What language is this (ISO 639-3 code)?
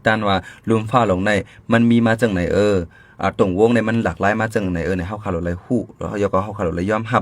shn